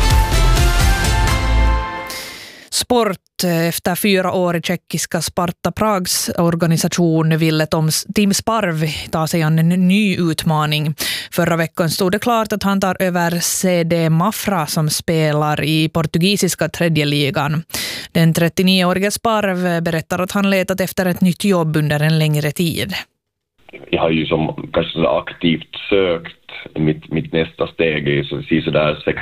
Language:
Swedish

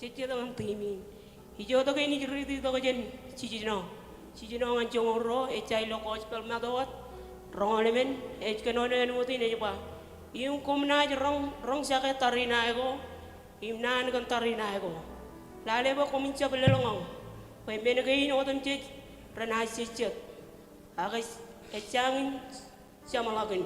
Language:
Marshallese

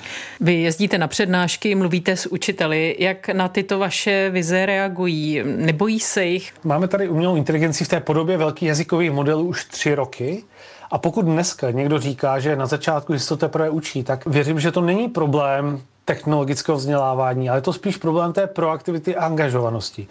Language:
Czech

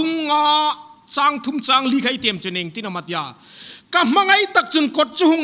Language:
Hmar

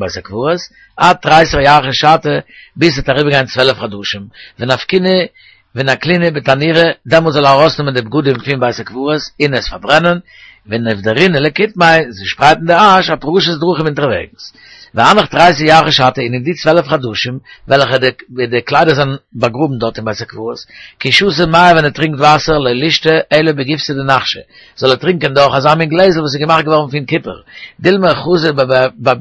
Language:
Yiddish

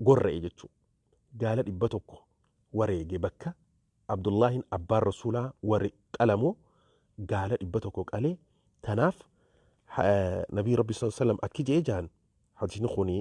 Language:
Oromo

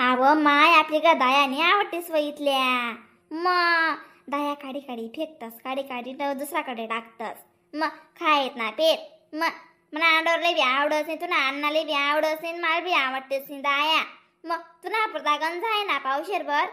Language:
Khandesi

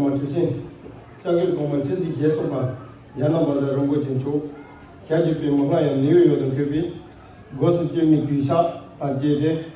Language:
Tibetan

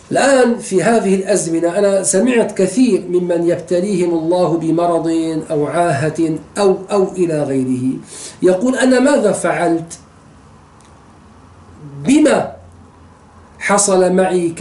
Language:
Arabic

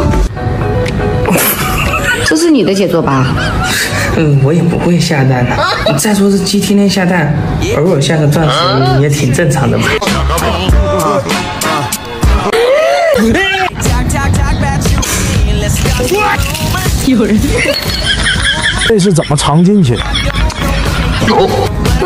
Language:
Chinese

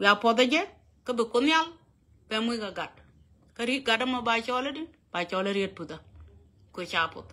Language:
Nuer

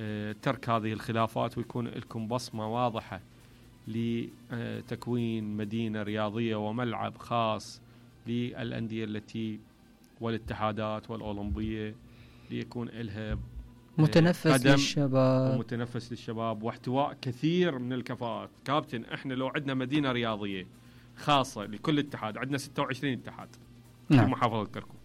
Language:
Mesopotamian Arabic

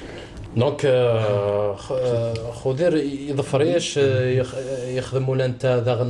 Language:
Kabyle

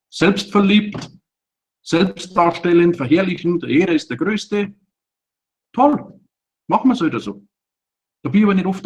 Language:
Bavarian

